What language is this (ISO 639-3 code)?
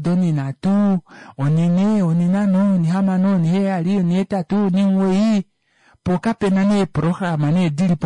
kua